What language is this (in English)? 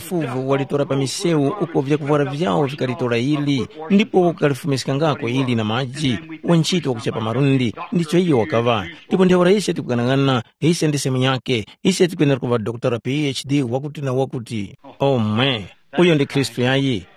Tumbuka